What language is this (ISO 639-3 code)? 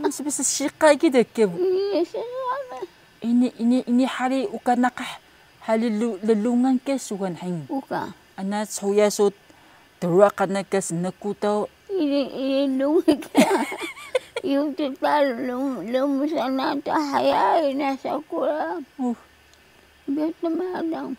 trv